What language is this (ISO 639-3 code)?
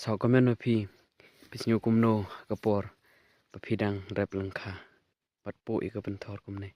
kha